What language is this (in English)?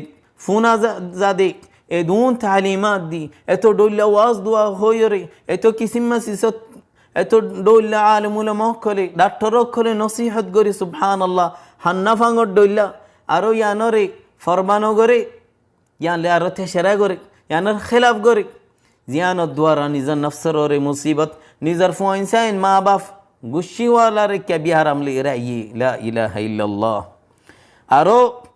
Rohingya